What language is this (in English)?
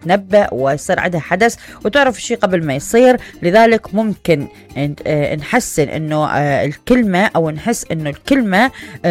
Mesopotamian Arabic